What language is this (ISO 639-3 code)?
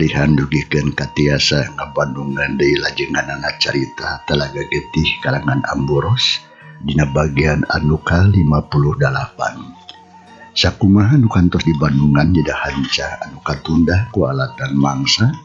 sun